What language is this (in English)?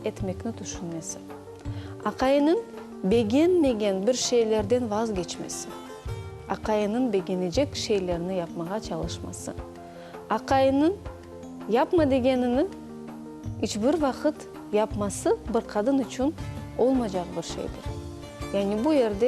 Crimean Tatar